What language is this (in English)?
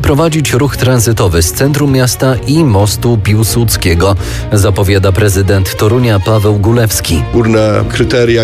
Polish